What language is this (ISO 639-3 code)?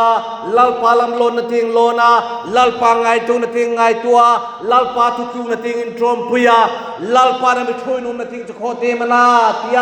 hmr